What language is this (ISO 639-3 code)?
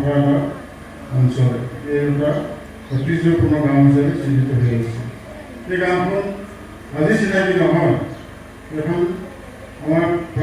asm